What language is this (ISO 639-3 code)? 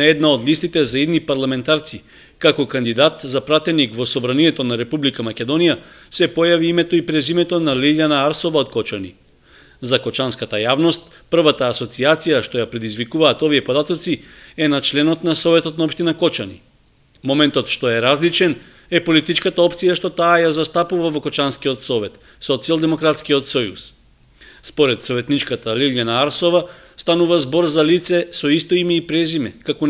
mkd